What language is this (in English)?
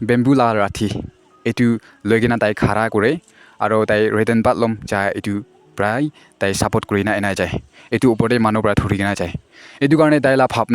Naga Pidgin